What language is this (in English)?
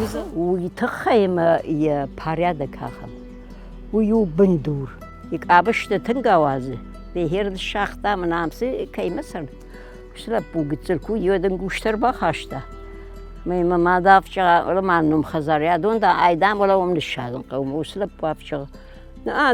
Ossetic